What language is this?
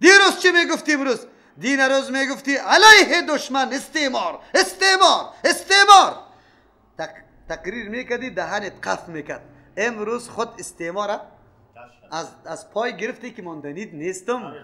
Persian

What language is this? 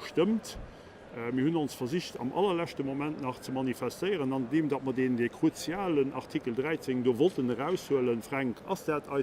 Luxembourgish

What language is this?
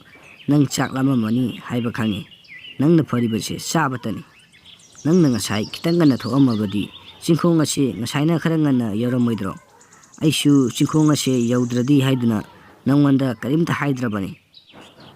Manipuri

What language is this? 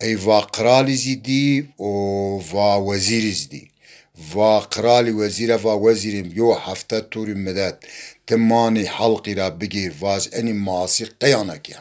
Zaza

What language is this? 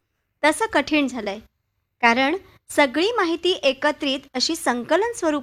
Marathi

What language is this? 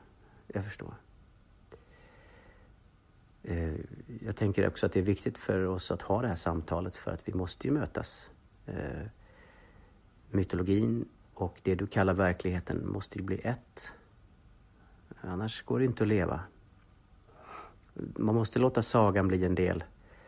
Swedish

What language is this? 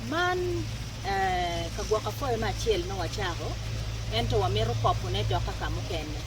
Acoli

